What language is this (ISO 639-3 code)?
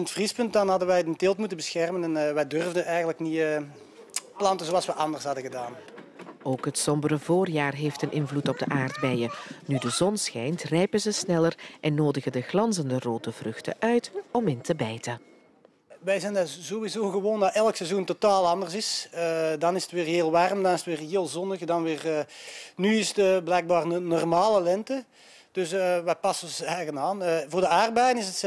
nld